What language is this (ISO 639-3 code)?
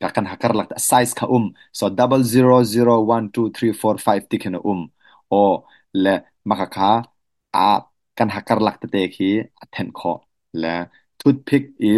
cnh